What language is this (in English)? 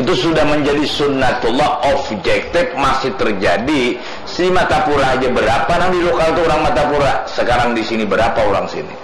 Banjar